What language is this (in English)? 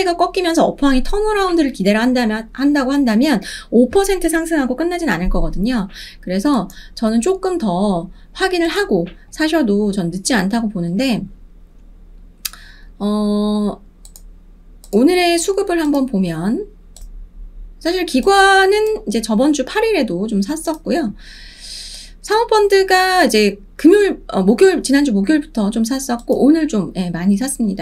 Korean